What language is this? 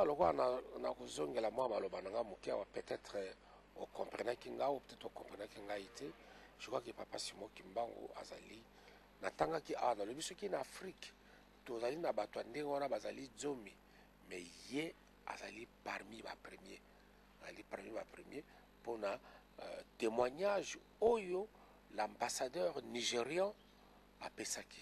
Lingala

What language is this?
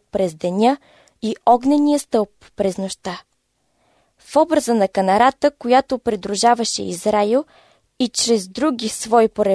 Bulgarian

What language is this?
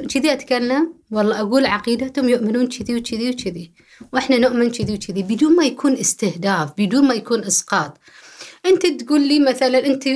Gulf Arabic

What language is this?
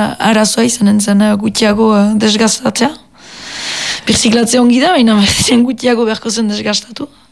Basque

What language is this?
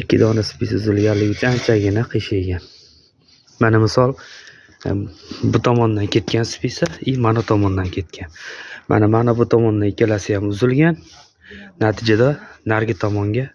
Uzbek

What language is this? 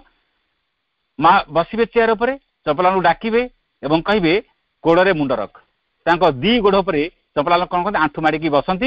Odia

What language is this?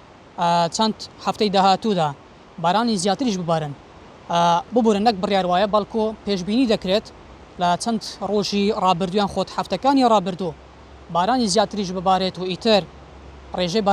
Central Kurdish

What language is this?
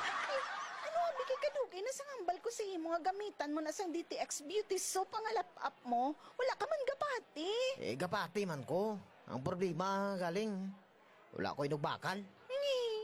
Hiligaynon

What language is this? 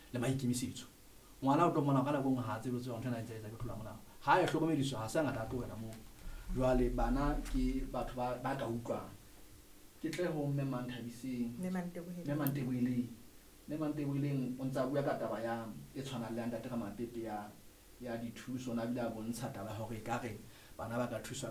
Southern Sotho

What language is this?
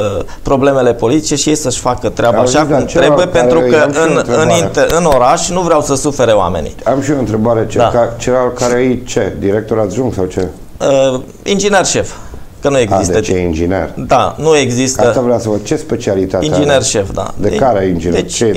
Romanian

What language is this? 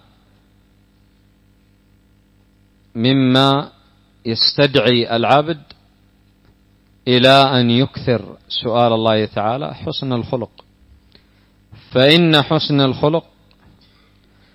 Arabic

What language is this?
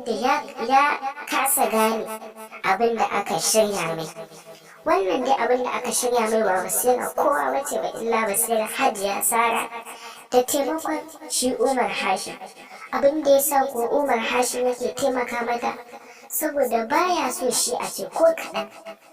Hausa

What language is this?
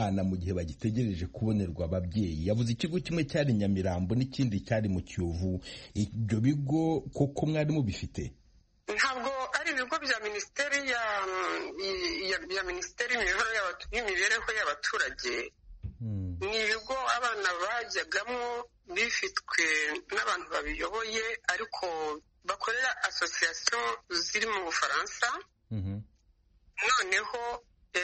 Kinyarwanda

